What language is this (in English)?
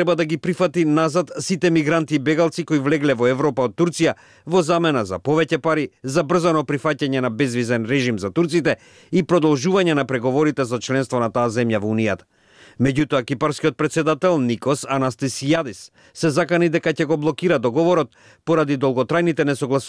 Macedonian